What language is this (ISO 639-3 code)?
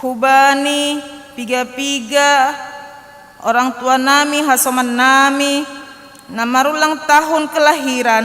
bts